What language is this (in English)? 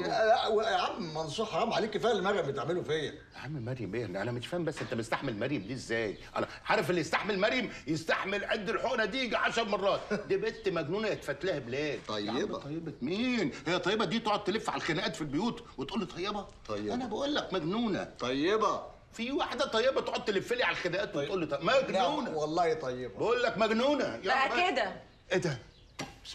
Egyptian Arabic